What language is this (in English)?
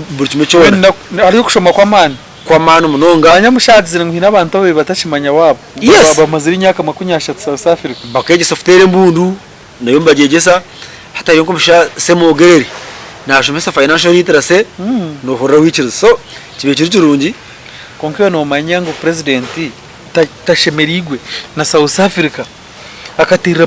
Nyankole